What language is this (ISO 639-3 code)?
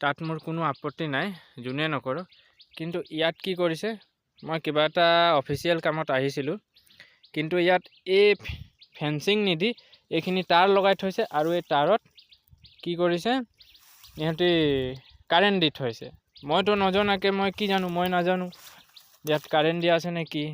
asm